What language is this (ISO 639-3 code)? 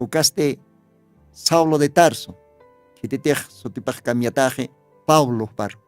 aym